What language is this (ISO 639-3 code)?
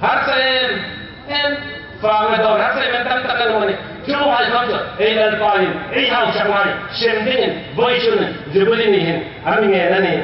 hmr